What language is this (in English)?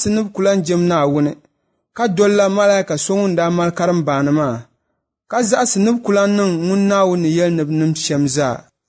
Dagbani